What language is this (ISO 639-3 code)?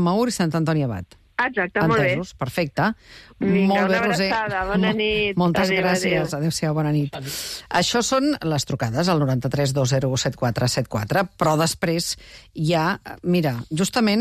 cat